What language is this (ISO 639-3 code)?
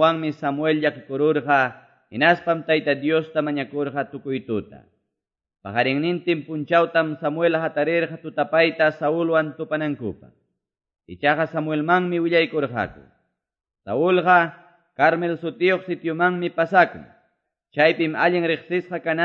que